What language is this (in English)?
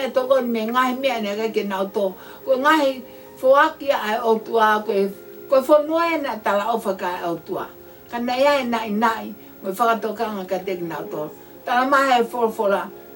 Tongan